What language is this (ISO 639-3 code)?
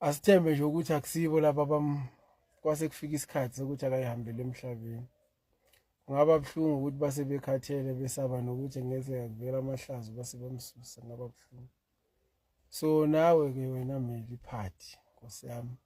zul